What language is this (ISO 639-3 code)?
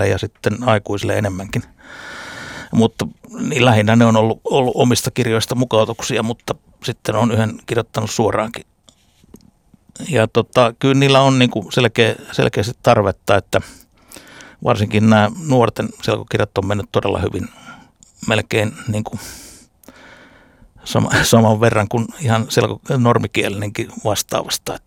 fin